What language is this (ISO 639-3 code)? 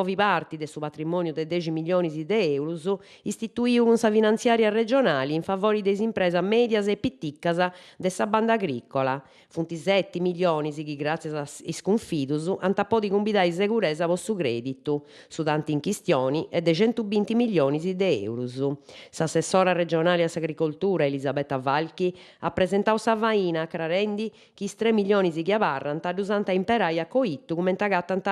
srd